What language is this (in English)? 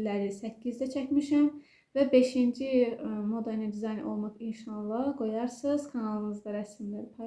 Azerbaijani